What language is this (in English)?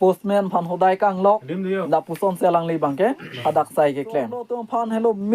Karbi